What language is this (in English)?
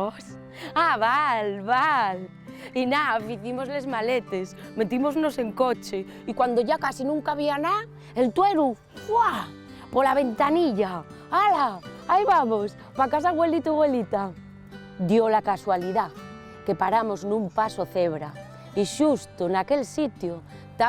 Asturian